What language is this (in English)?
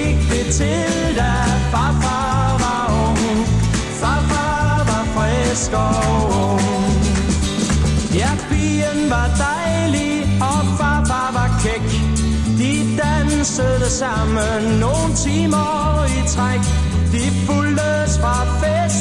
Danish